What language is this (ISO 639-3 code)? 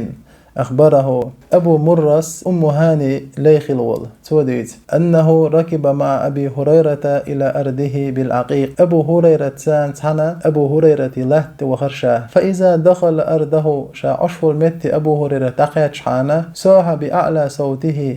che